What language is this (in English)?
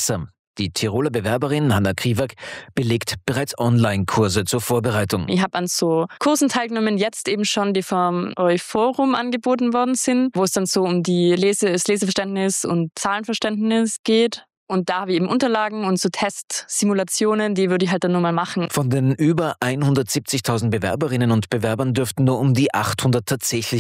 German